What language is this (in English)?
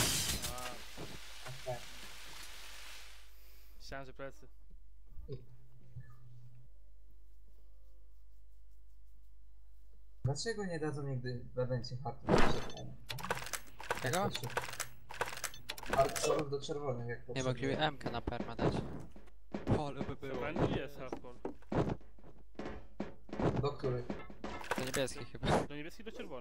Polish